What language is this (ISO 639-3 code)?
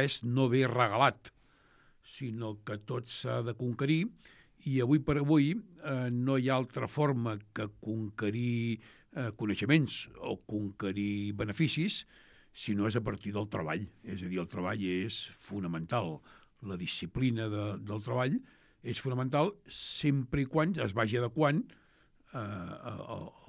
cat